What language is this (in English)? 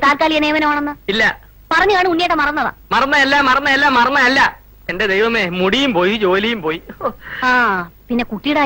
Malayalam